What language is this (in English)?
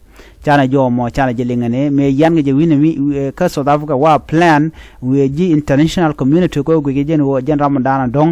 Nuer